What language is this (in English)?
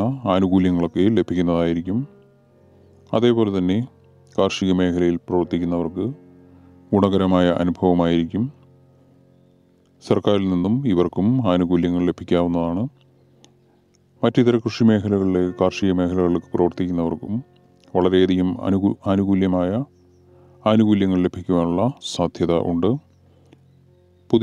Malayalam